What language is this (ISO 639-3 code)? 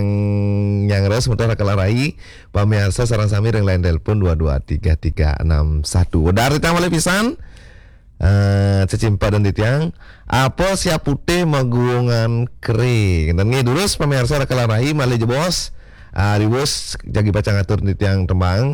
ban